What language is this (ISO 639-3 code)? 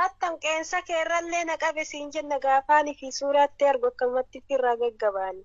orm